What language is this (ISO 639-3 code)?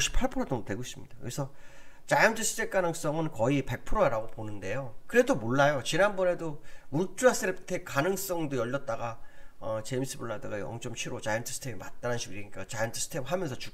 kor